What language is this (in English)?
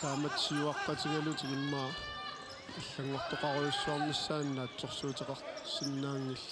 Kalaallisut